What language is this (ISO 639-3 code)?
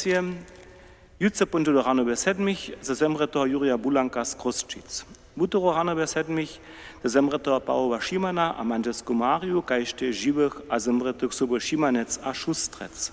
hsb